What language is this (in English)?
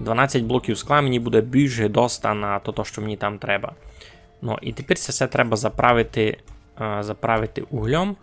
Rusyn